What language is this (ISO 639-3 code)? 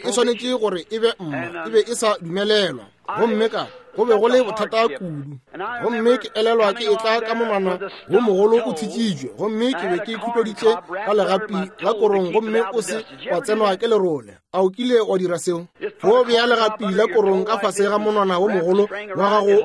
nso